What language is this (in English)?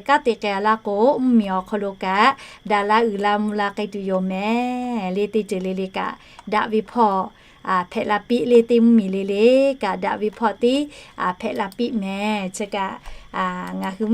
Lahu